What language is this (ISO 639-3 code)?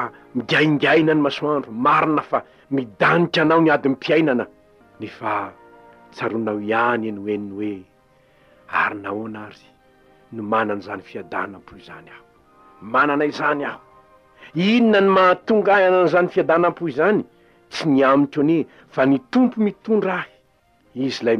mlg